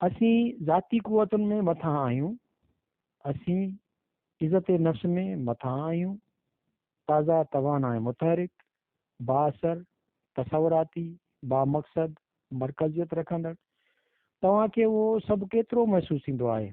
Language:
Sindhi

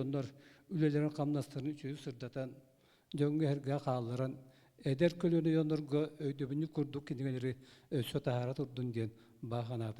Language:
Yakut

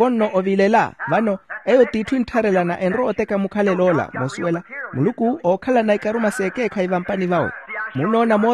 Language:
Makhuwa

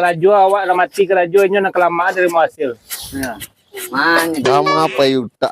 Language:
Minangkabau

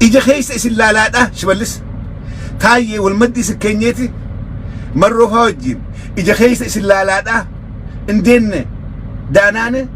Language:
Oromo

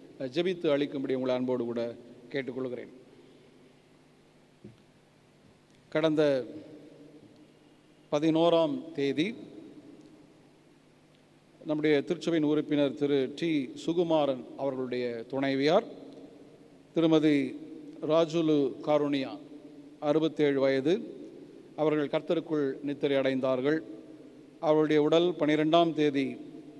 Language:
Tamil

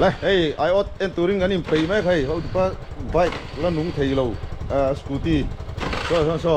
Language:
Mizo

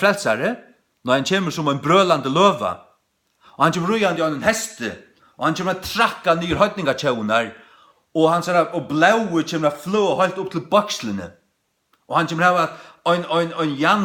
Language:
Faroese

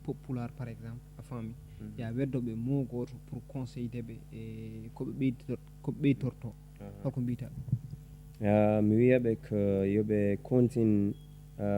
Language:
Fula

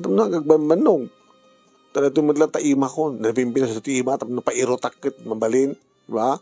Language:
Iloko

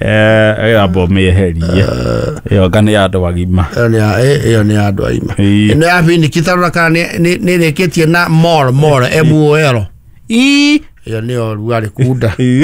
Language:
Kikuyu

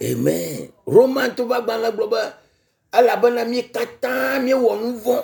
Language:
Ewe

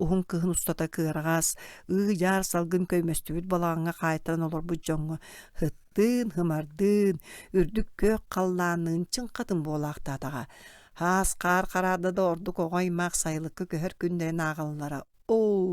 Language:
Yakut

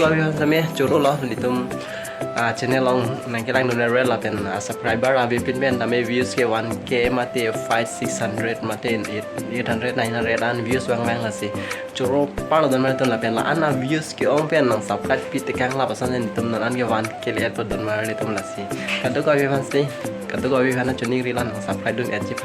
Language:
Karbi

